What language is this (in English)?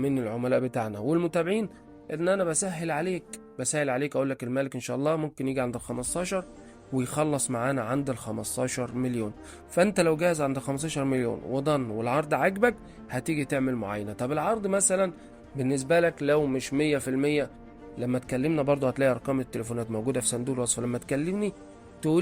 Egyptian Arabic